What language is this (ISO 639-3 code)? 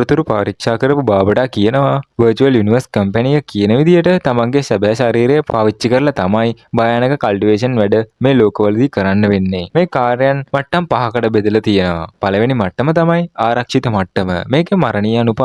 sin